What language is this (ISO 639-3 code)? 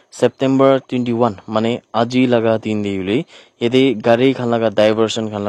nag